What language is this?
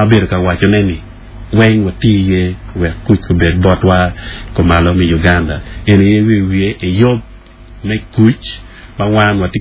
Acoli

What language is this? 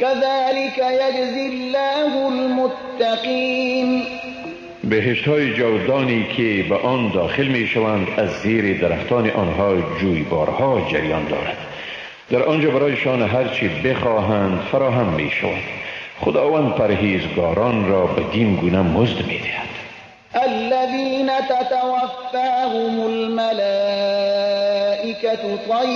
Persian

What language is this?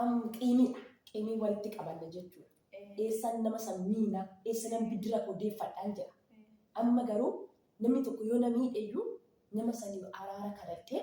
Oromo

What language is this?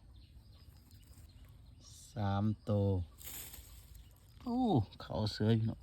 Lao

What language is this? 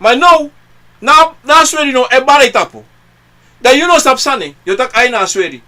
Sranan Tongo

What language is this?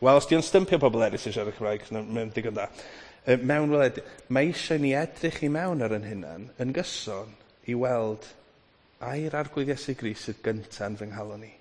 Welsh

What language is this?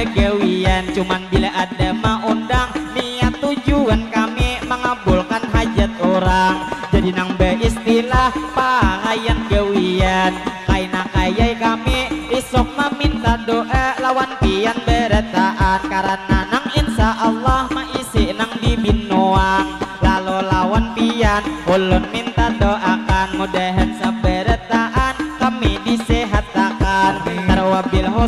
Banjar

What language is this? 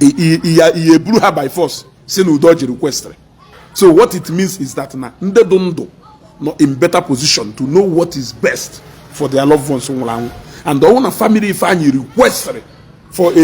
Igbo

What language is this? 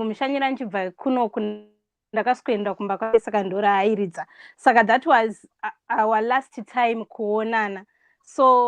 Shona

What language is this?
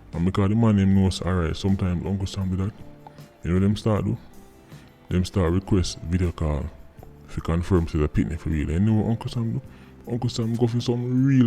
Jamaican Creole English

